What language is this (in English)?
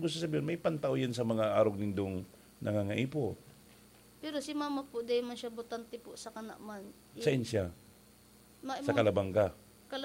Bikol